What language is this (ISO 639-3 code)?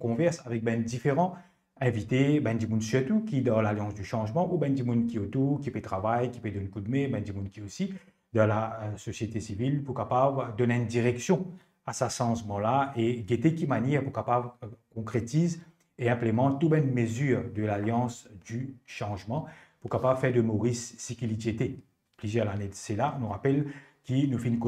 mfe